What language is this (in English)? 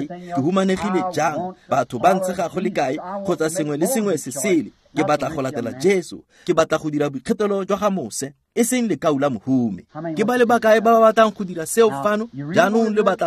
Tswana